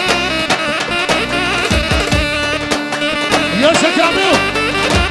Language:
Turkish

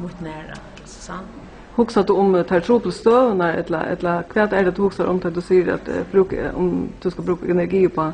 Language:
Faroese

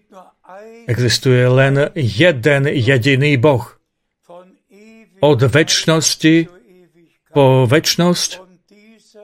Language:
Slovak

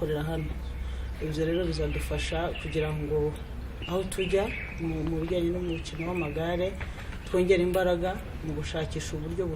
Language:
Kinyarwanda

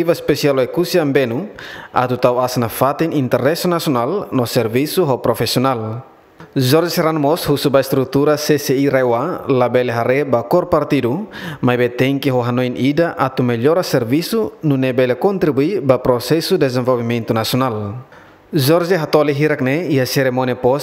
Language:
Tetum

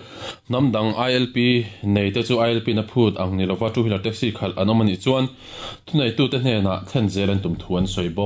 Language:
Mizo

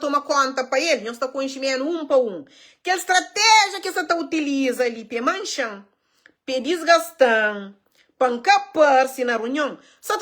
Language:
Kabuverdianu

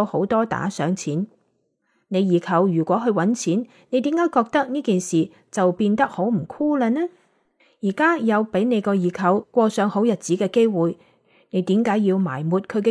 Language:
Cantonese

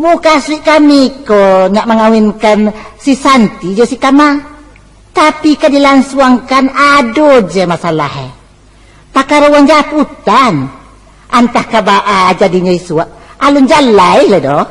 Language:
Minangkabau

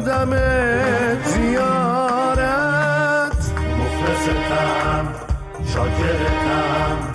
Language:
Persian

